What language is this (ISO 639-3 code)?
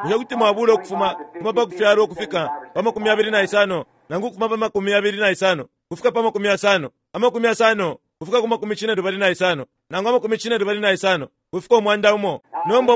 bem